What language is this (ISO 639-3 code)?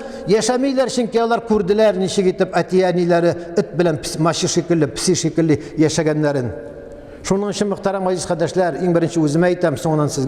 tat